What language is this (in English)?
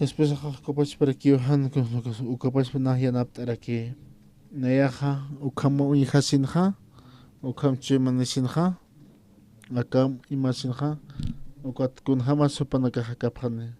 Aymara